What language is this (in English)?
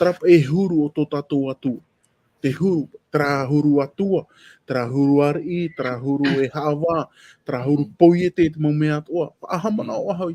Tahitian